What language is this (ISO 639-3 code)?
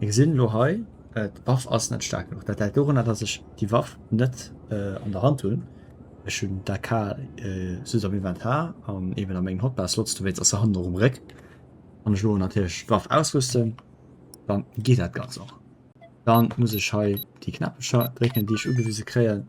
ltz